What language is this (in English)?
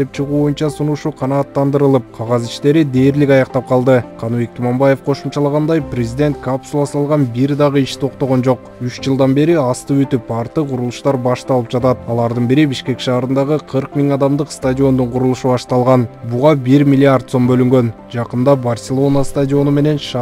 Kyrgyz